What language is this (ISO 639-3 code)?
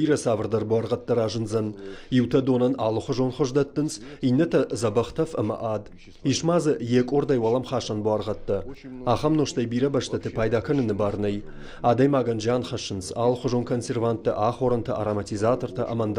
oss